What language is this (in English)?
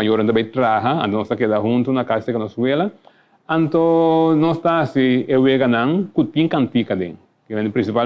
Papiamento